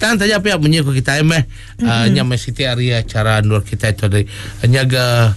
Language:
Iban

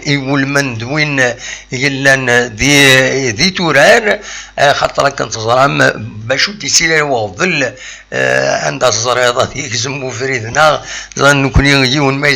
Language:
Kabyle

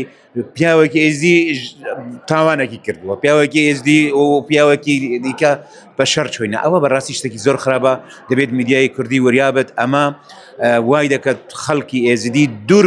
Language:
Central Kurdish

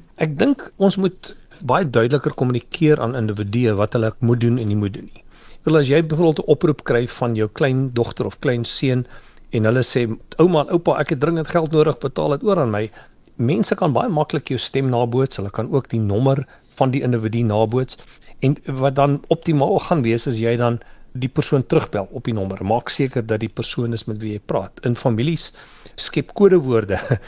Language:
Afrikaans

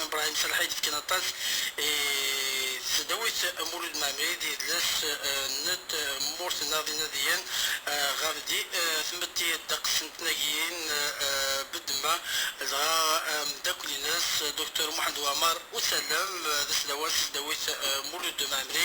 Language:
Kabyle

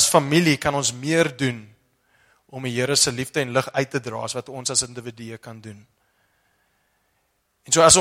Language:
Afrikaans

